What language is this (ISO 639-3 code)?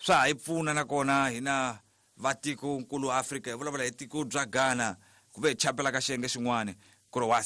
tso